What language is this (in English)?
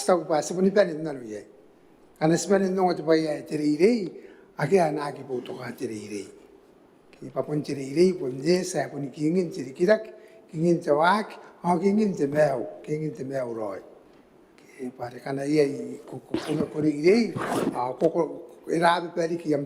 Gilbertese